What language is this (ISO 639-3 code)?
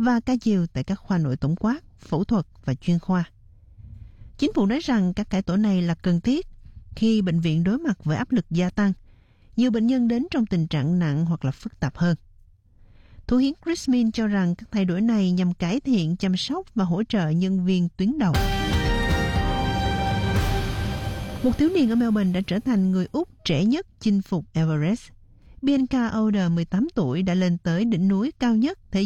vie